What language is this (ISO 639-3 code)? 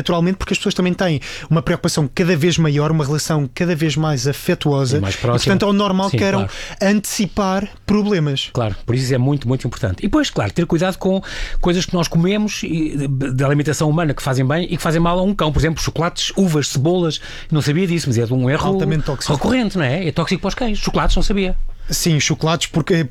por